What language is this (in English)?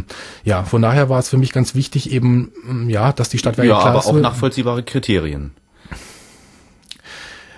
German